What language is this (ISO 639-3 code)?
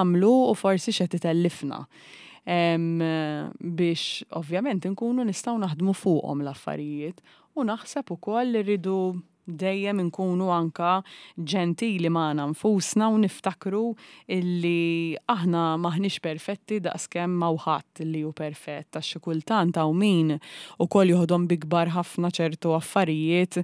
mlt